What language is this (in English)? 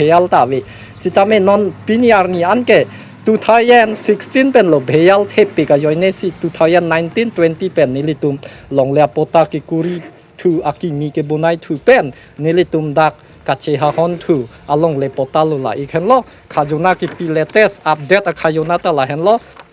Karbi